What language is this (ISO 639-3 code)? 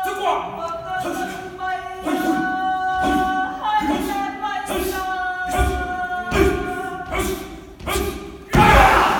mri